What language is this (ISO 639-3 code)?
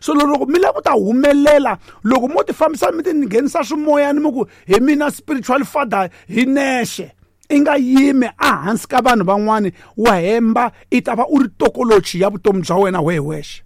tso